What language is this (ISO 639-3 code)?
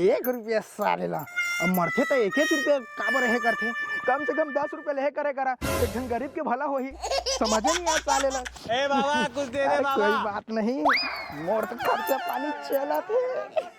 hne